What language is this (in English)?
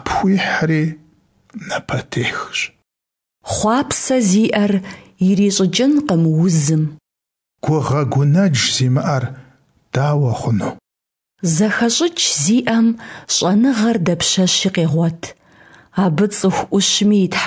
Kabardian